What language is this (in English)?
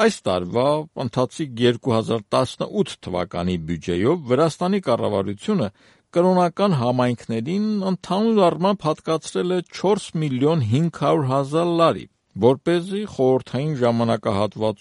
Armenian